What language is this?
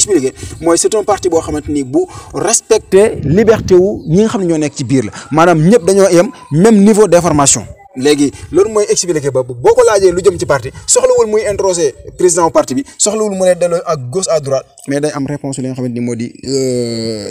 Wolof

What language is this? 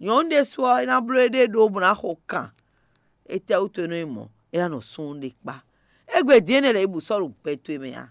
Fon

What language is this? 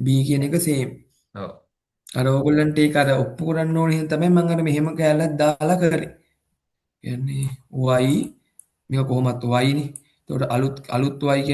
Sinhala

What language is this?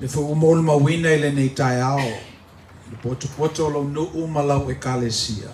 Samoan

